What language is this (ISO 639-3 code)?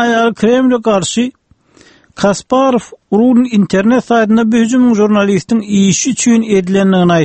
tuk